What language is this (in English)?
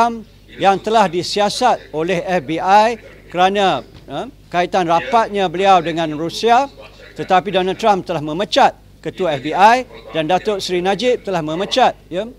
Malay